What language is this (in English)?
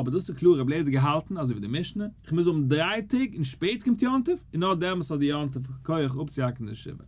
Yiddish